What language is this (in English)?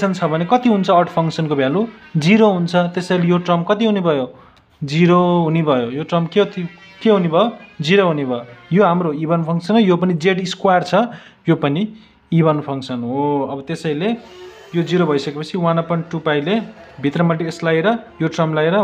Nepali